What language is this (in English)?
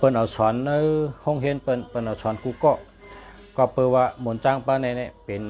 Shan